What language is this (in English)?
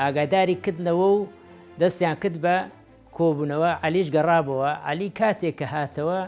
Central Kurdish